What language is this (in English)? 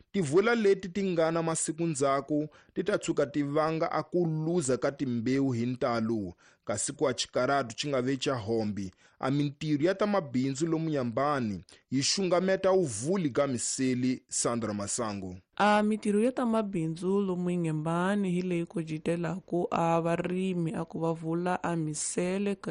Tsonga